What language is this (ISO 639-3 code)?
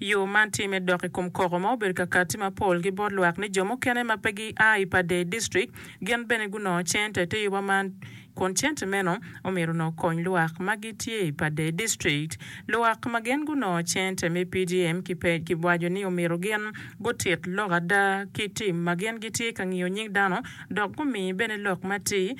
ach